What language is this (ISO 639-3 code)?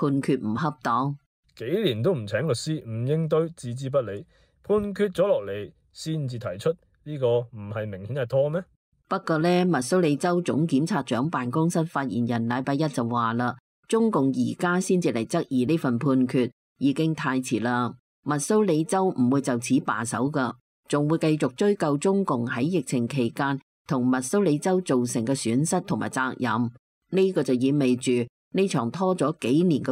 yue